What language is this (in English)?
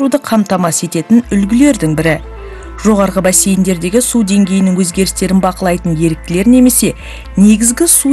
Kazakh